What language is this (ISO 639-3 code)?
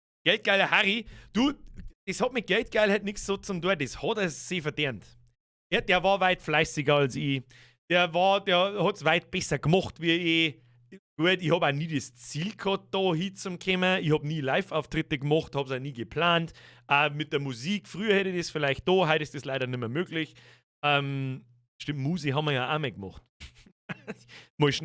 bar